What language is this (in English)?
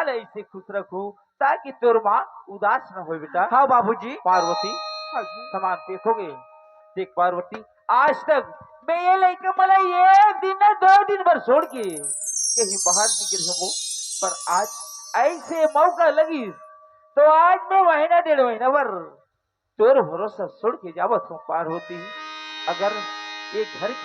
Chhattisgarhi